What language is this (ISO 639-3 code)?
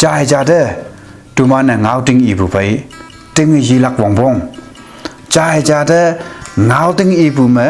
nbe